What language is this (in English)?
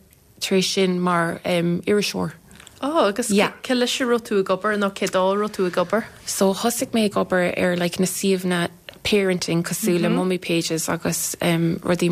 Irish